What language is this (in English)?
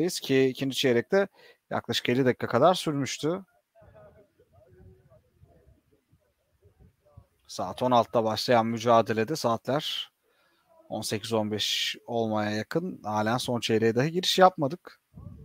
Turkish